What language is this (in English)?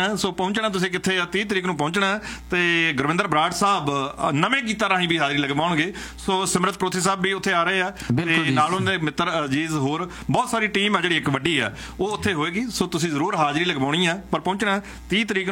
Punjabi